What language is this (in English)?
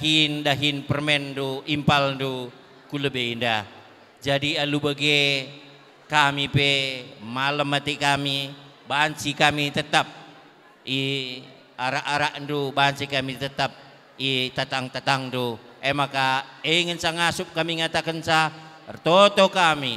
Batak Karo